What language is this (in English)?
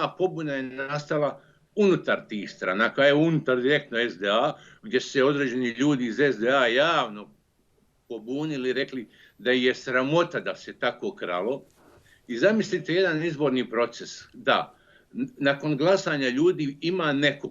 Bosnian